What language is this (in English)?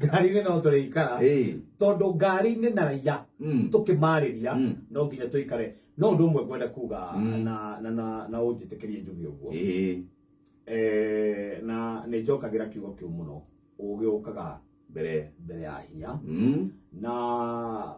Kikuyu